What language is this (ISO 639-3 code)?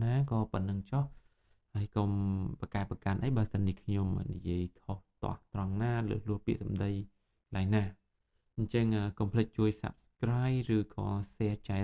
khm